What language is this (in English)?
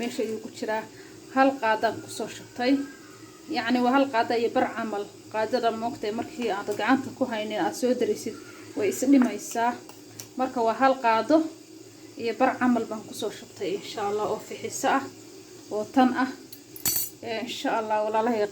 Somali